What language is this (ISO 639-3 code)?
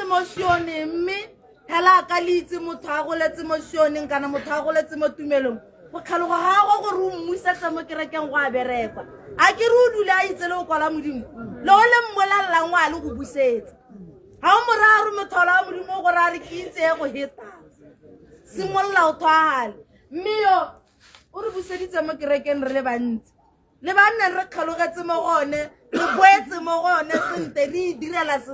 tsn